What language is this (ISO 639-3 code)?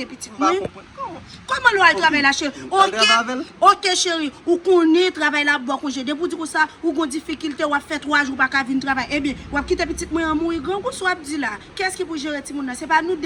hat